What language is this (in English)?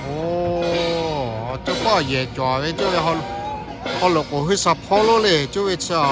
Lahu